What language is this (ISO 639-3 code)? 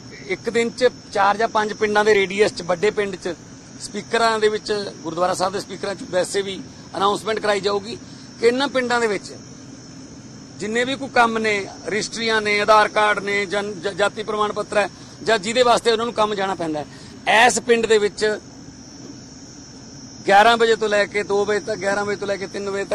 pan